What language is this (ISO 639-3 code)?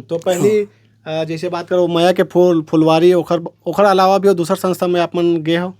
hne